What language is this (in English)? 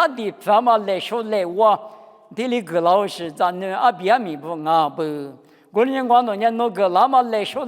Lisu